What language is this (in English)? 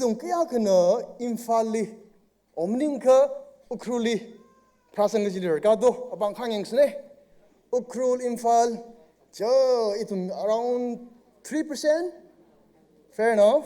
Tangkhul Naga (India)